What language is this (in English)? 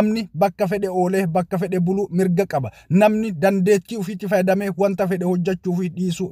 Oromo